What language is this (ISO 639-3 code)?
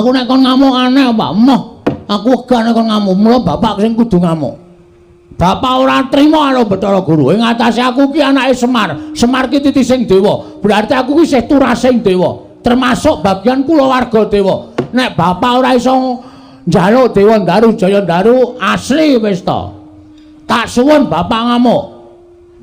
jav